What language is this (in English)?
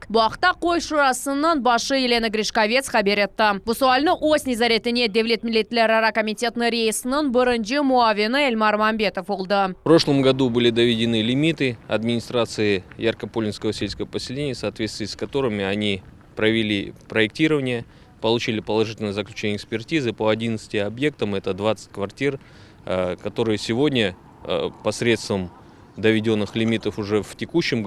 Crimean Tatar